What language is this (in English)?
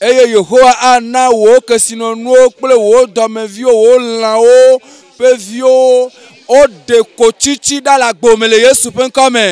Ewe